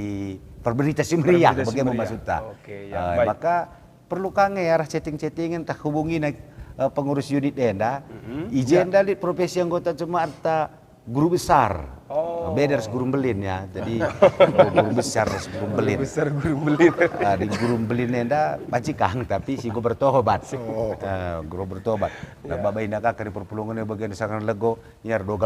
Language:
Batak Karo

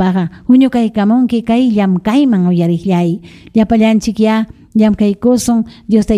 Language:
Ayacucho Quechua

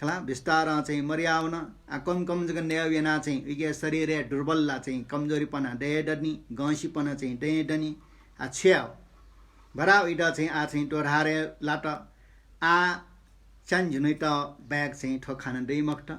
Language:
Newari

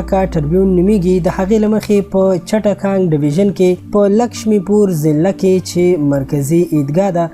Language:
Pashto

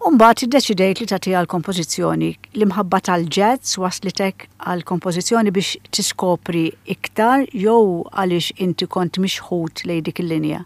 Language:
Maltese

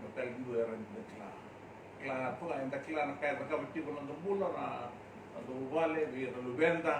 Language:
Fijian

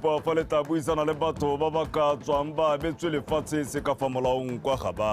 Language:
Tswana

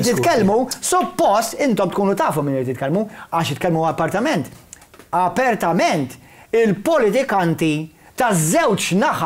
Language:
Maltese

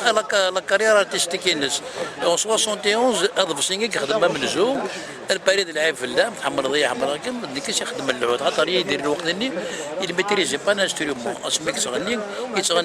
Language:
Kabyle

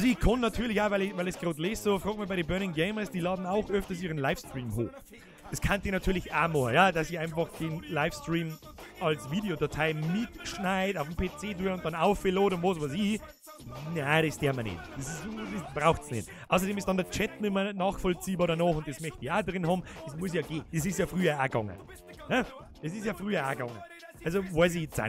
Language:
Bavarian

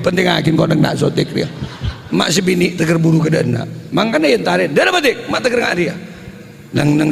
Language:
Madurese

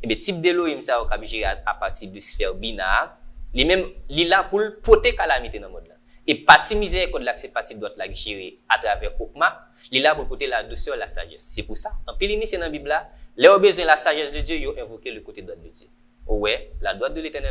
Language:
Haitian Creole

